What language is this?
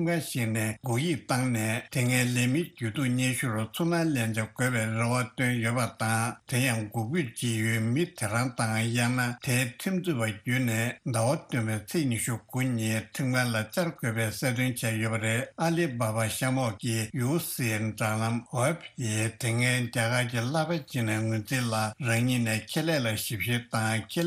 Tibetan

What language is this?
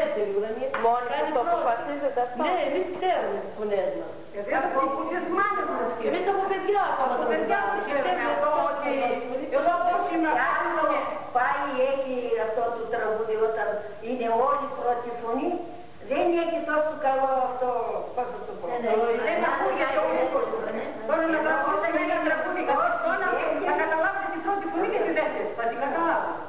Greek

